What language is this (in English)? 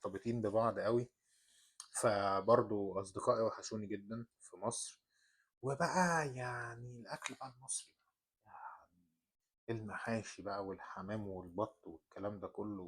Egyptian Arabic